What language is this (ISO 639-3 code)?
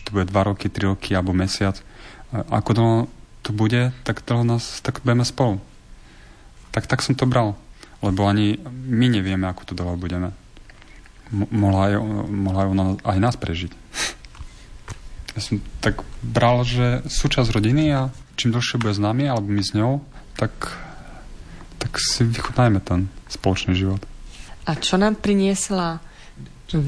slk